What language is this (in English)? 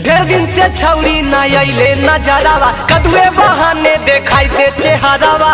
Magahi